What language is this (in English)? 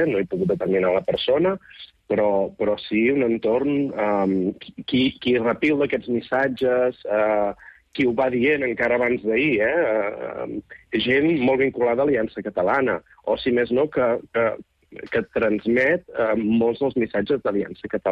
Catalan